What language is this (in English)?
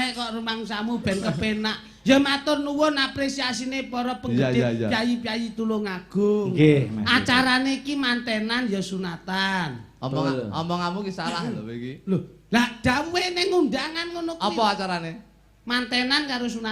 Javanese